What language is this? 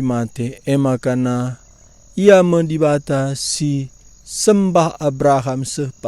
Batak Karo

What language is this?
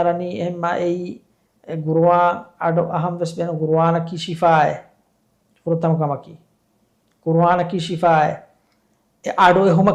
Divehi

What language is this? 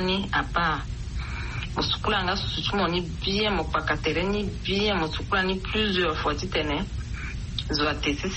Sango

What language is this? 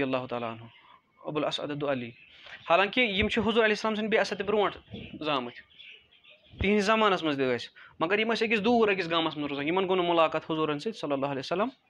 Kashmiri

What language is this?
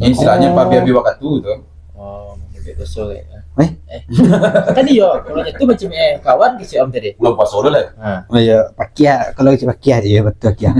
Minangkabau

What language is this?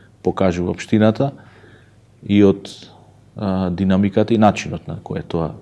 Macedonian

